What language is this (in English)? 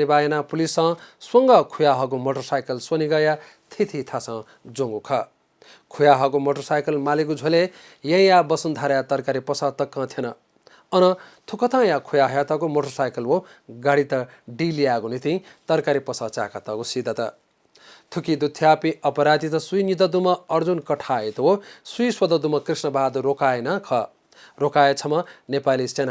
Newari